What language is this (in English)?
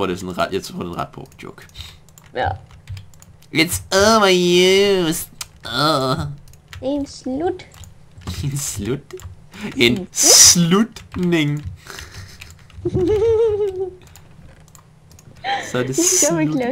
Danish